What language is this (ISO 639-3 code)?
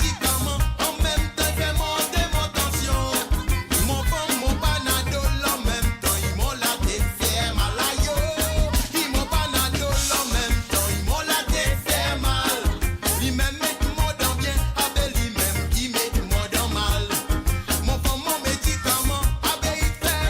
mfe